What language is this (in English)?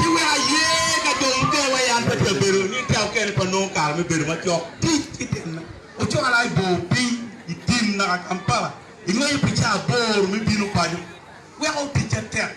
Acoli